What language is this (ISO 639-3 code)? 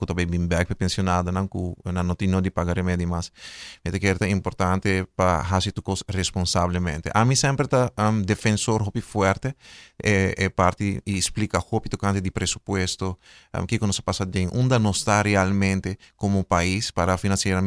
pap